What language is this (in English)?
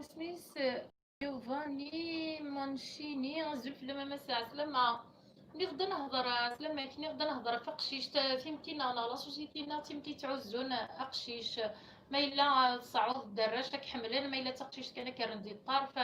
Kabyle